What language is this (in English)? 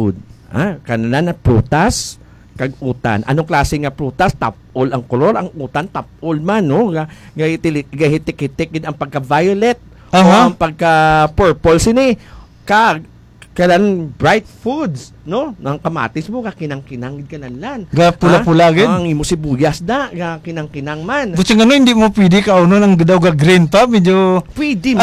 Hiligaynon